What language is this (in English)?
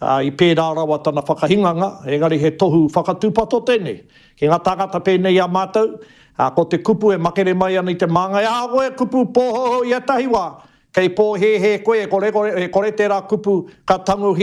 Māori